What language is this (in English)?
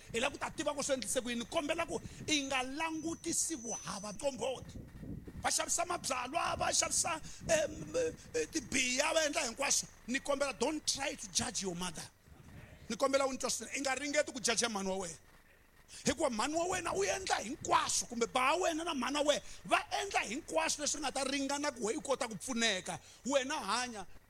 Tsonga